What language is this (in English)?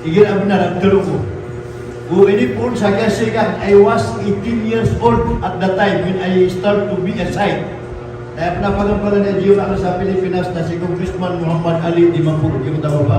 Maranao